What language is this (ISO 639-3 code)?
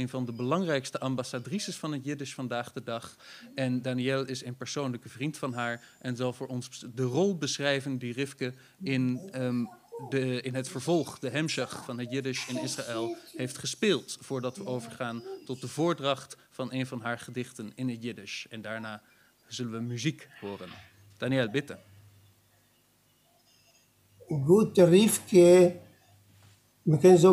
nld